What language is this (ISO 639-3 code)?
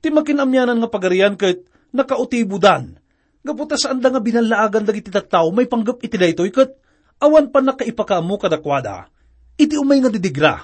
ilo